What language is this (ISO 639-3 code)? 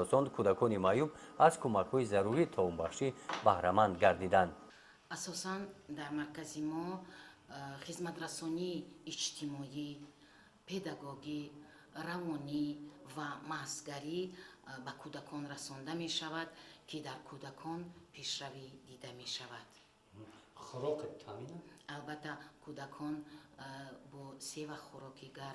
tgk